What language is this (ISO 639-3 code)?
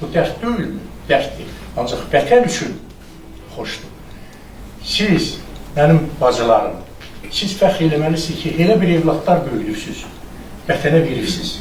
aze